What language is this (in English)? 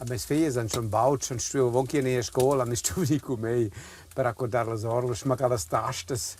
Romansh